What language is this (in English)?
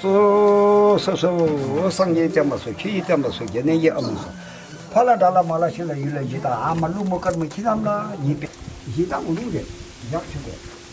Tibetan